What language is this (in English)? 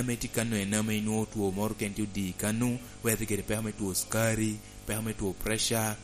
Lango (Uganda)